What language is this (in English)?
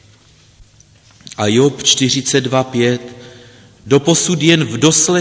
Czech